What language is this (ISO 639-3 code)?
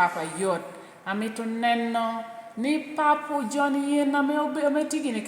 laj